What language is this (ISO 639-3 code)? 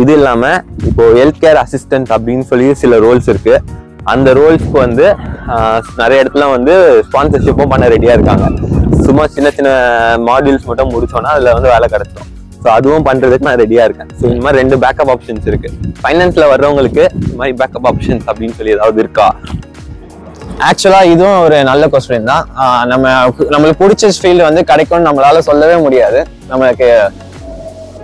tam